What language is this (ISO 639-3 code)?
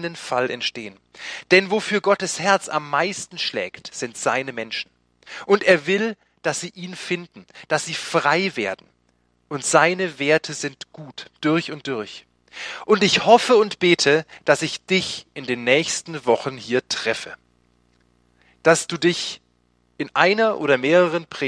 deu